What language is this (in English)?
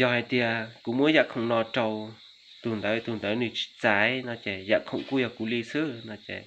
Hmong